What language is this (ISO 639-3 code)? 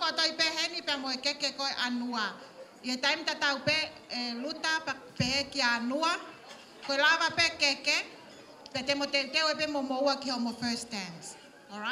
ton